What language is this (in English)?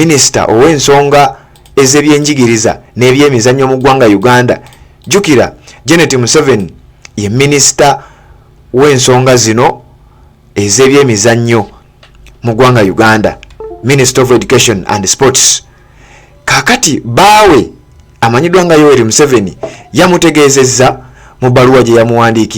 Ganda